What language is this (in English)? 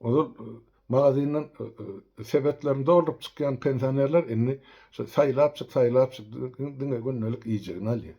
Turkmen